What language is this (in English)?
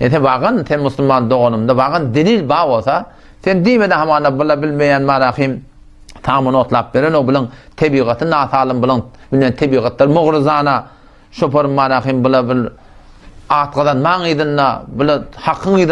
Turkmen